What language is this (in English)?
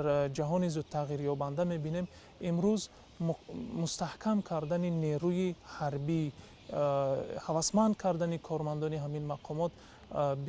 Tajik